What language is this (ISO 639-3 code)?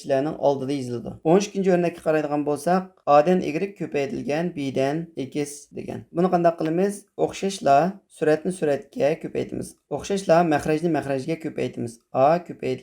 uig